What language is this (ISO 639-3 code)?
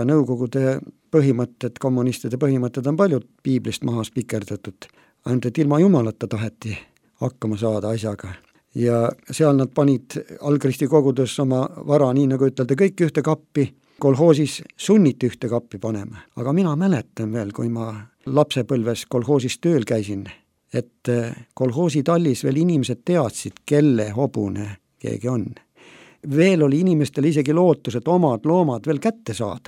est